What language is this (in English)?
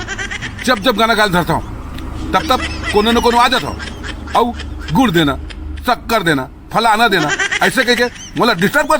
Chhattisgarhi